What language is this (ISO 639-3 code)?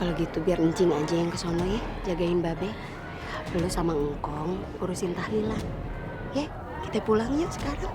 bew